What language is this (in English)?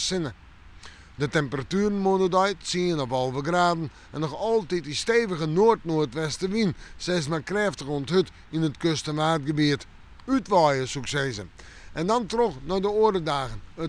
Western Frisian